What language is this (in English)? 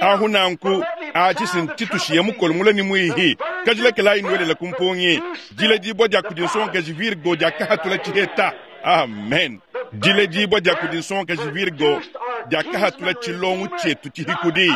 Luba-Lulua